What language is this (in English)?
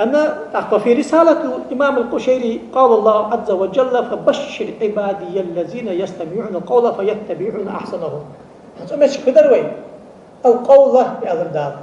Ingush